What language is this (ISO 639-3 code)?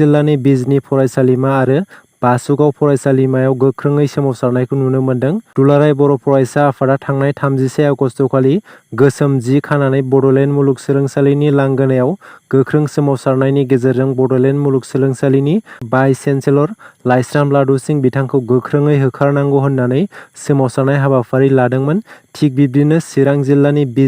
brx